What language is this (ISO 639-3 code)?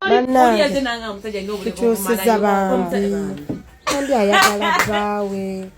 lug